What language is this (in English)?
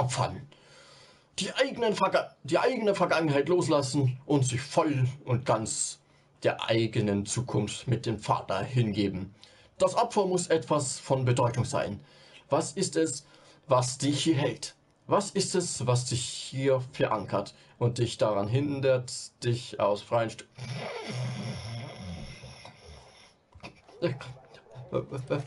German